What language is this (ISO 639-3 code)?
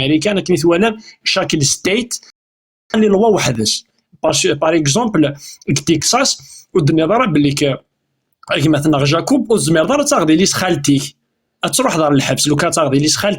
kab